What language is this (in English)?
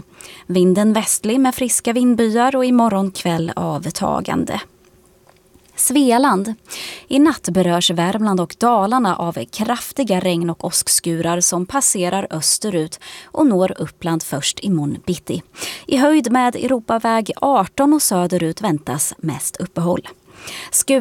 Swedish